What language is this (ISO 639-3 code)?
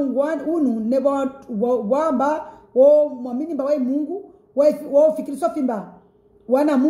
swa